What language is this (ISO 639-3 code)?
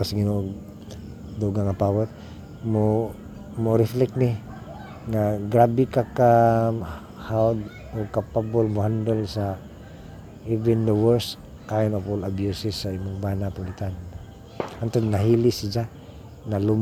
ceb